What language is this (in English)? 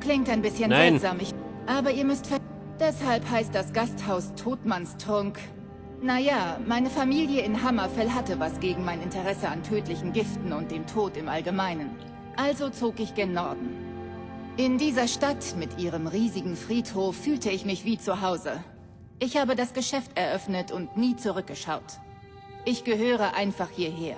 Bavarian